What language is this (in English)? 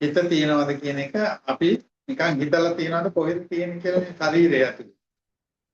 Sinhala